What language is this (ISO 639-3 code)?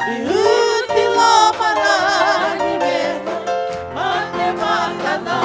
fij